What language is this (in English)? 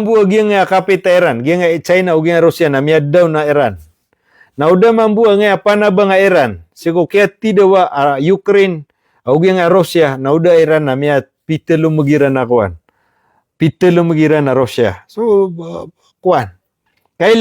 Maranao